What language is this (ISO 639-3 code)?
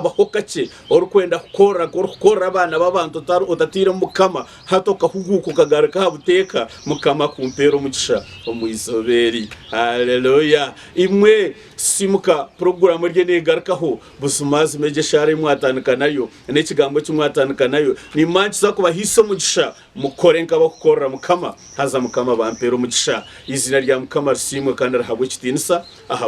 nyn